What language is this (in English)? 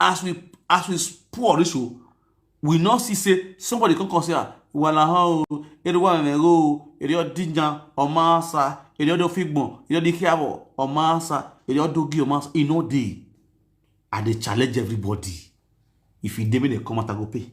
Nigerian Pidgin